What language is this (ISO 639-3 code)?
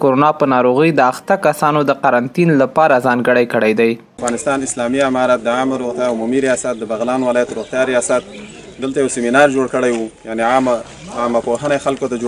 pus